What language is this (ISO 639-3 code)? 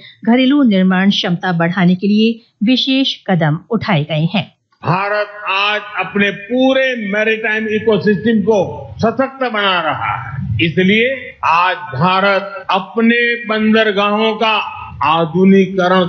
hin